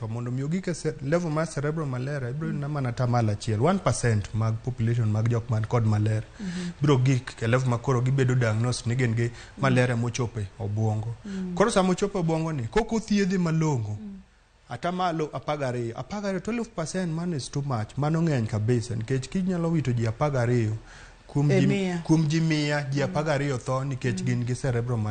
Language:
Luo (Kenya and Tanzania)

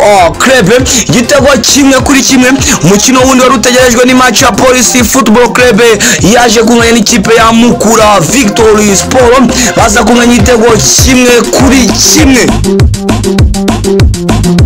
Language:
Kinyarwanda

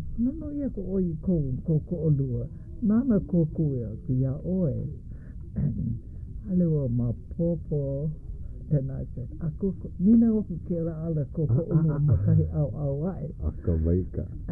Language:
Hawaiian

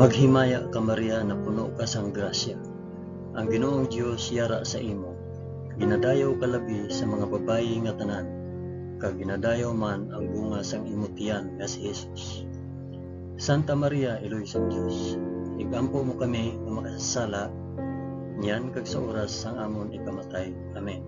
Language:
Hiligaynon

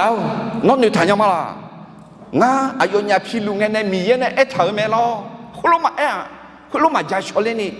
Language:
Akha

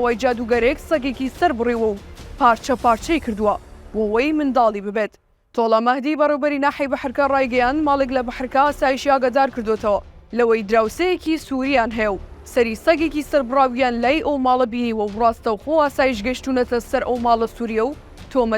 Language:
Central Kurdish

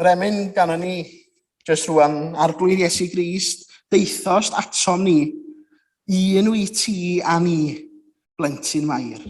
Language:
Welsh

